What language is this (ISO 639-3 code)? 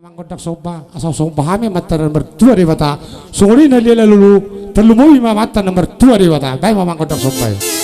bbc